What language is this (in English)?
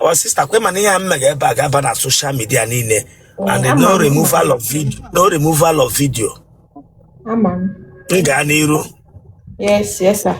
Igbo